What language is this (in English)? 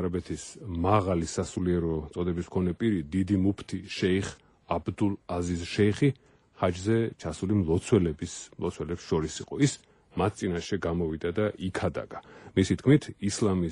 Georgian